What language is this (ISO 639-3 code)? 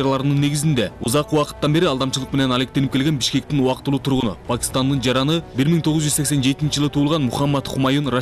kir